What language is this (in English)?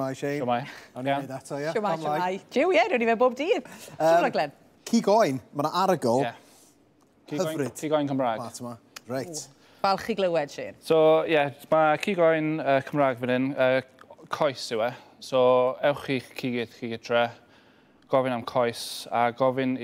Welsh